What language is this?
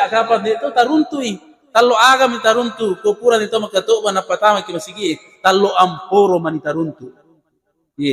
Buginese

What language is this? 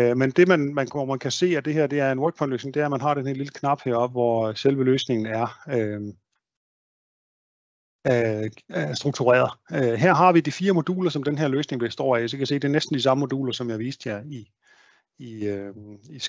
Danish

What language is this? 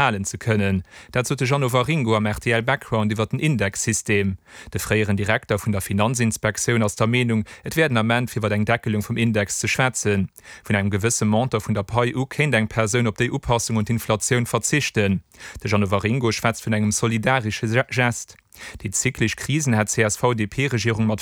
Luxembourgish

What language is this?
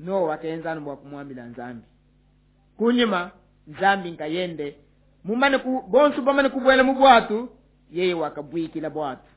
Luba-Lulua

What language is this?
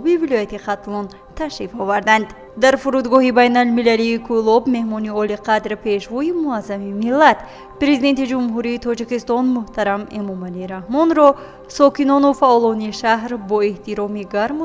Tajik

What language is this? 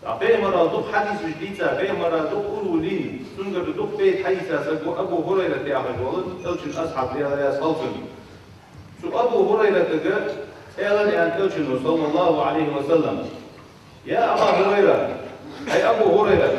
Ingush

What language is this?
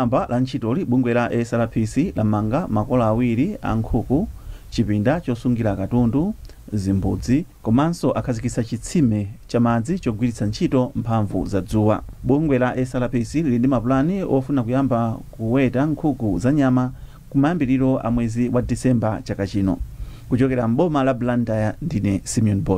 Nyanja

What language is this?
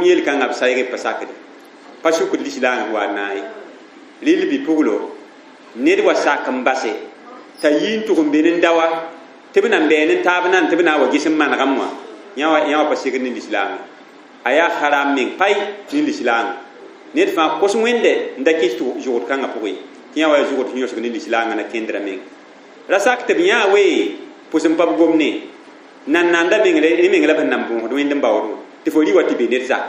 Mossi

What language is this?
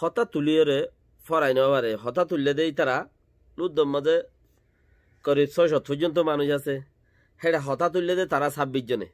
Rohingya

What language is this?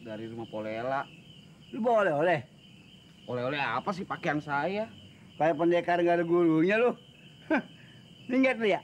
Betawi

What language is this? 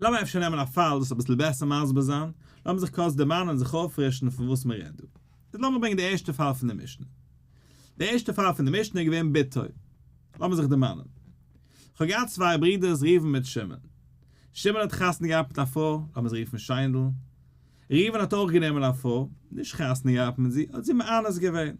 Yiddish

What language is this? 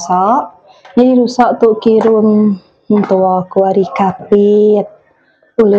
Iban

